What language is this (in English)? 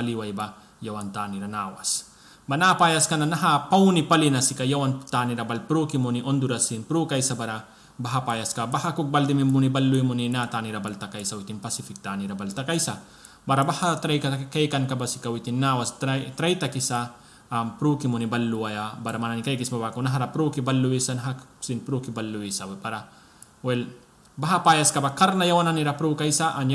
Mískito